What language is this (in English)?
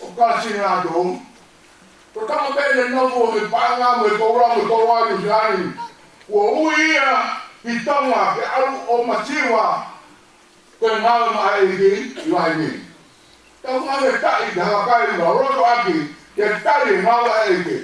Tongan